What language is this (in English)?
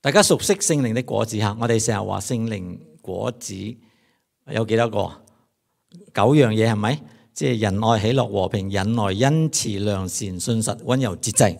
Cantonese